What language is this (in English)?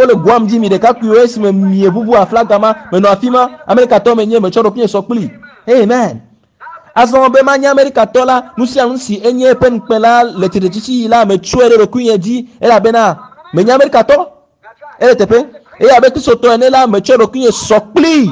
Ewe